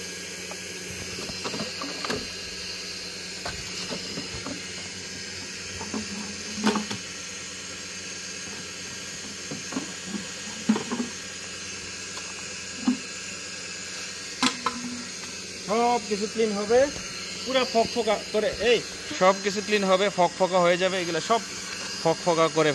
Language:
Bangla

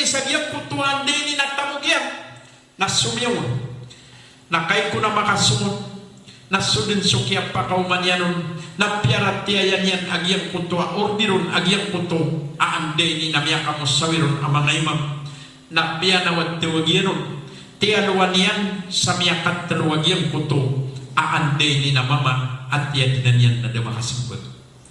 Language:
Maranao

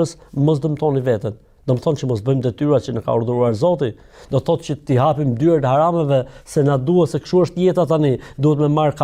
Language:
Albanian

